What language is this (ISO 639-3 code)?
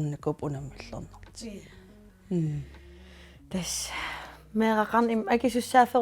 kal